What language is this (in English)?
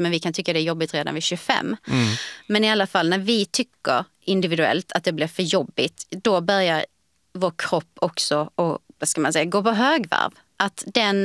Swedish